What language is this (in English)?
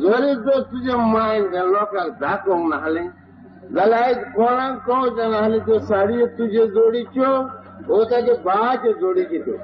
Konkani